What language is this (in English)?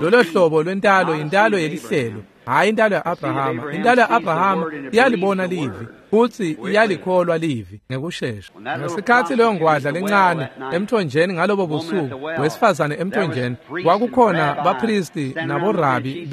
Swati